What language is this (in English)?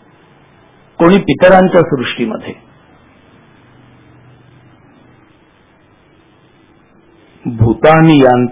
Marathi